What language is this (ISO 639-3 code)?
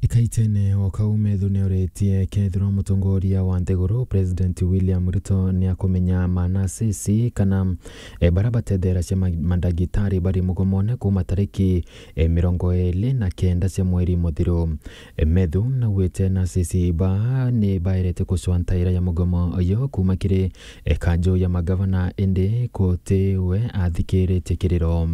mer